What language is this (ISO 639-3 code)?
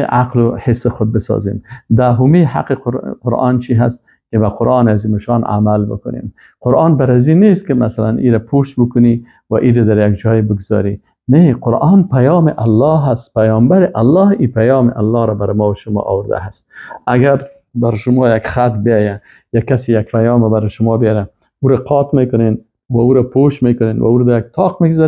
fas